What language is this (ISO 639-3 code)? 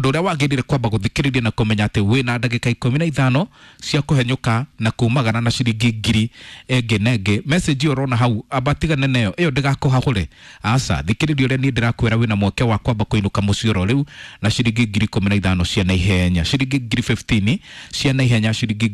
kik